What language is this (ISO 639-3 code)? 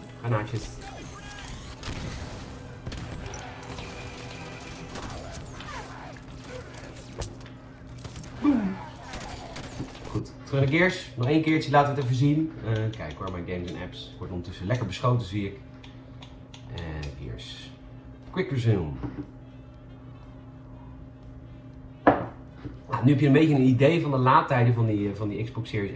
nld